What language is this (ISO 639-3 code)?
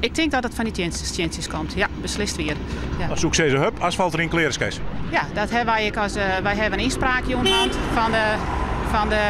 fry